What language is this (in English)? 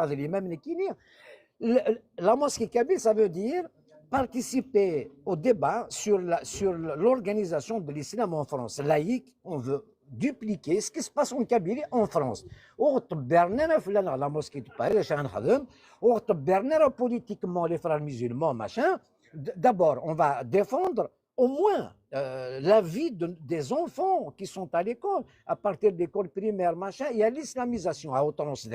Kabyle